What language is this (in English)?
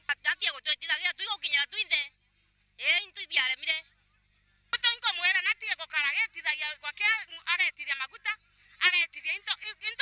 Meru